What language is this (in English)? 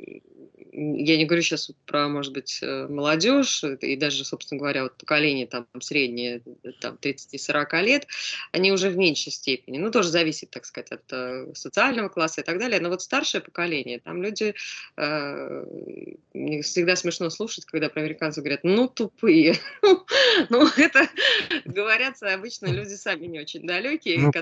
Russian